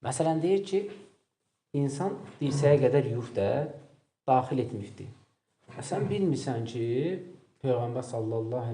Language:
Azerbaijani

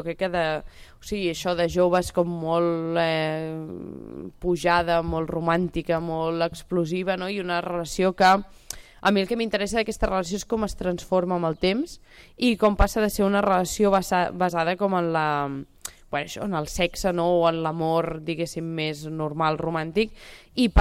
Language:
Catalan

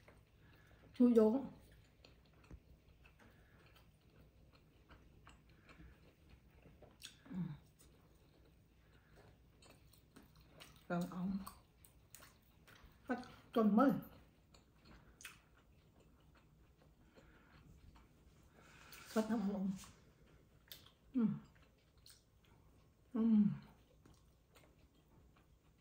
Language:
Khmer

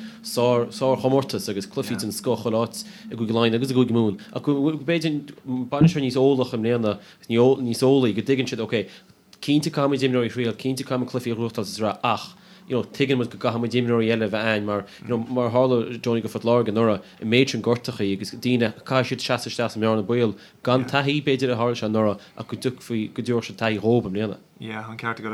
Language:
Irish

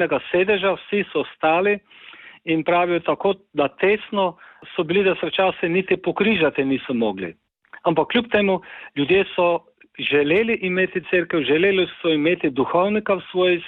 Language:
Slovenian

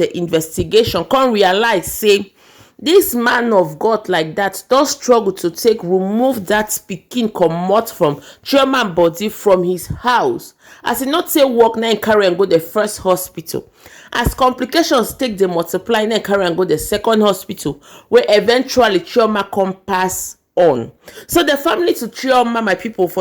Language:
Nigerian Pidgin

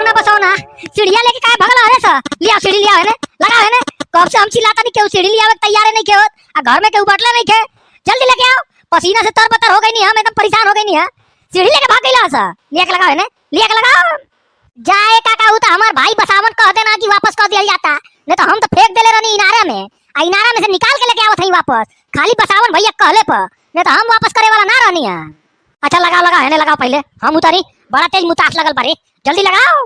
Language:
Bhojpuri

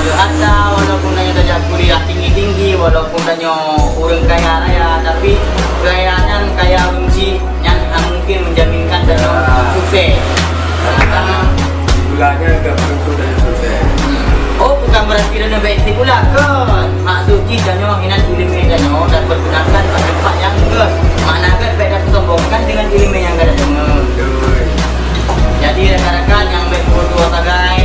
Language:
Achinese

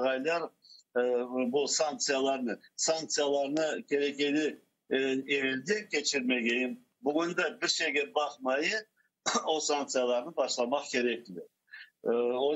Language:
Crimean Tatar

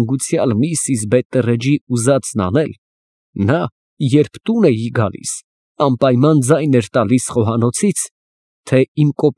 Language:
Armenian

